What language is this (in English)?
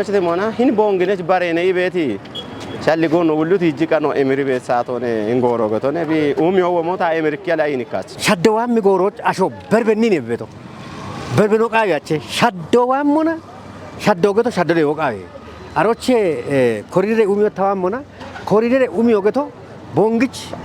Kafa